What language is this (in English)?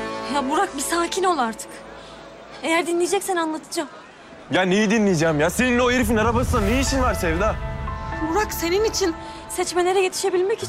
Turkish